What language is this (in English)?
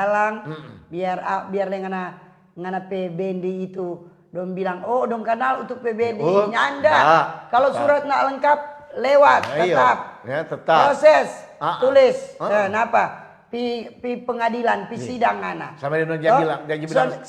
Manado Malay